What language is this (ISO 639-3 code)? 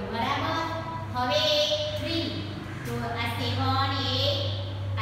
guj